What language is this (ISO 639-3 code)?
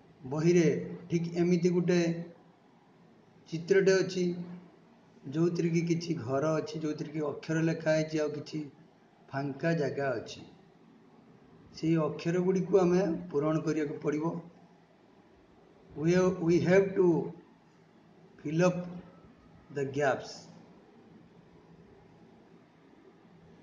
ori